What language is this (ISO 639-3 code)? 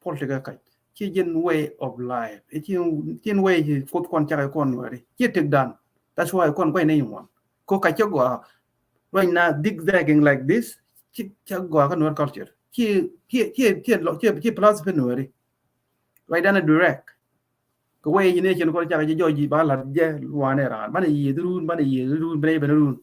nus